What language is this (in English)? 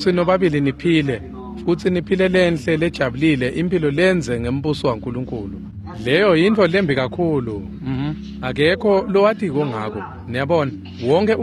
Swati